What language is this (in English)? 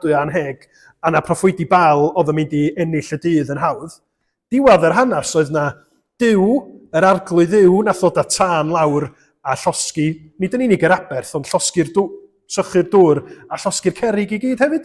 Welsh